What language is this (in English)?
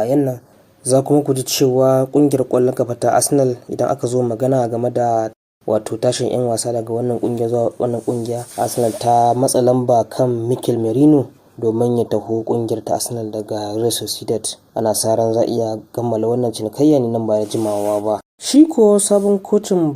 Hausa